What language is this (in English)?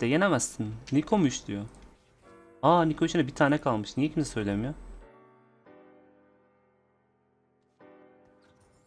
Turkish